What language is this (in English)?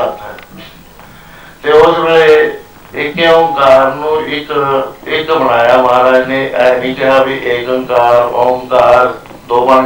Punjabi